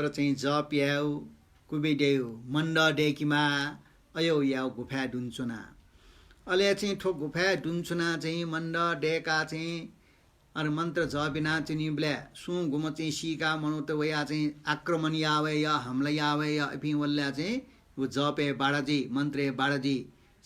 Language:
Newari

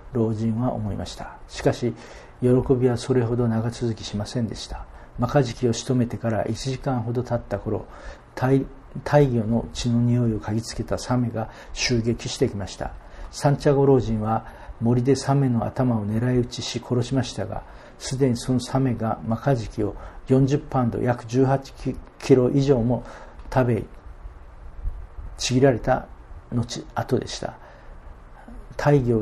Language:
Japanese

